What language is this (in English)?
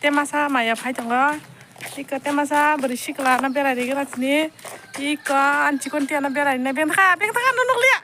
Kok Borok